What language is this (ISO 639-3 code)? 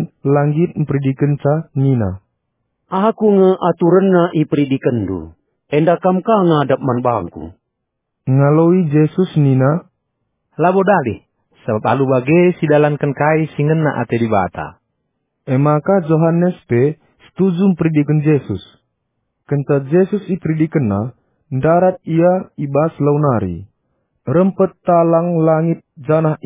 btx